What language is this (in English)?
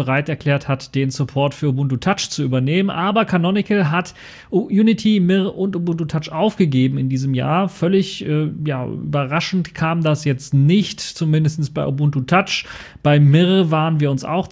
German